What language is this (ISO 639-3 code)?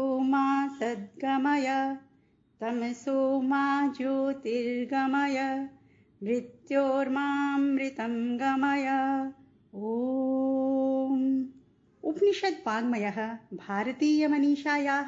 san